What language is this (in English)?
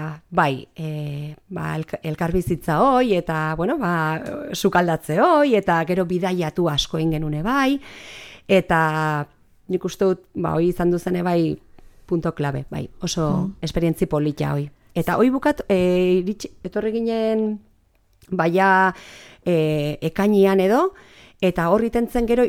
Basque